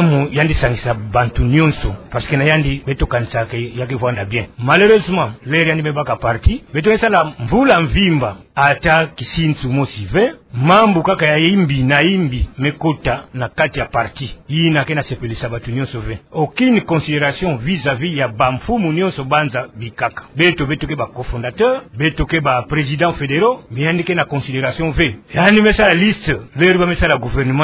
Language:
Kituba (Democratic Republic of Congo)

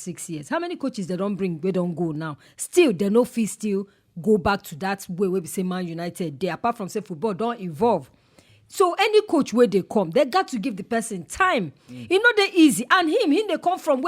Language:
Nigerian Pidgin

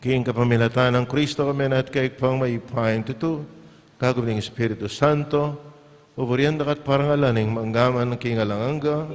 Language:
Pampanga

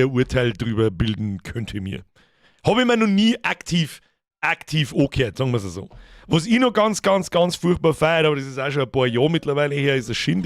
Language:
Bavarian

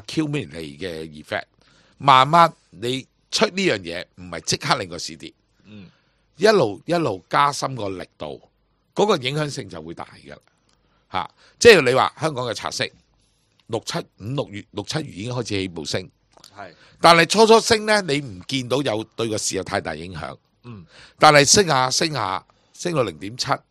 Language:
Cantonese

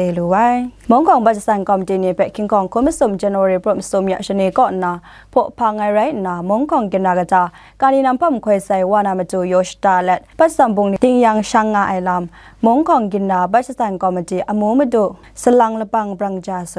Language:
Kachin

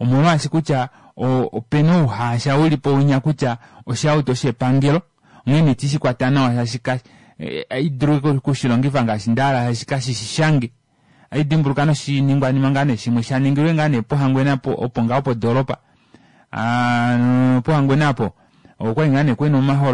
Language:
Kuanyama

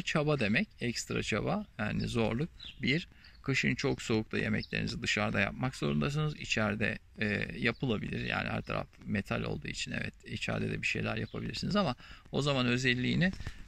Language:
Turkish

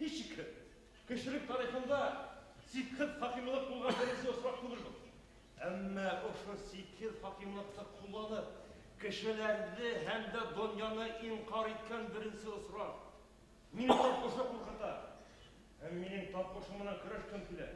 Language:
Bashkir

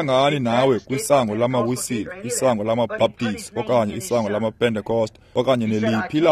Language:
Xhosa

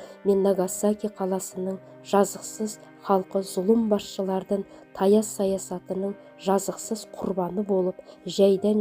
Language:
Kazakh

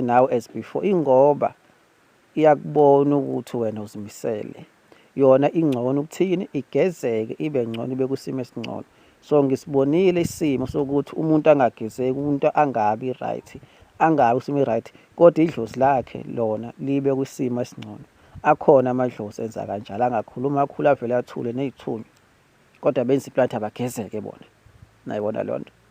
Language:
Zulu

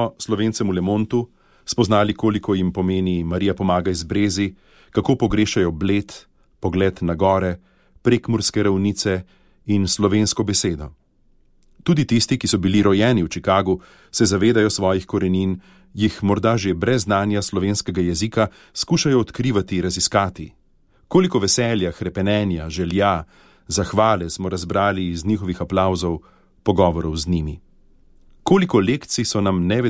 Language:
Slovenian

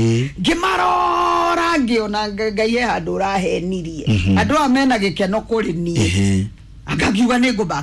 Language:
Kikuyu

